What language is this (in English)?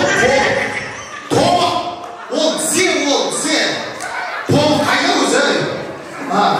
Kara-Kalpak